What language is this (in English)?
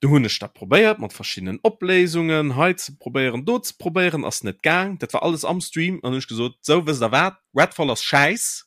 Luxembourgish